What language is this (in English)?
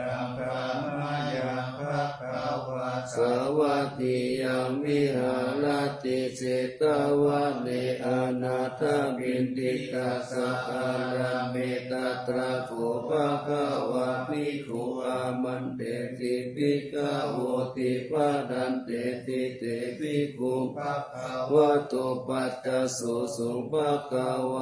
Pali